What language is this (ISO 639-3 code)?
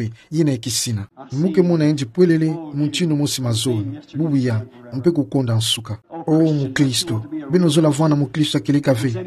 ktu